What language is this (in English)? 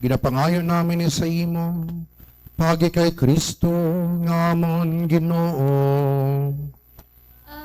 Hiligaynon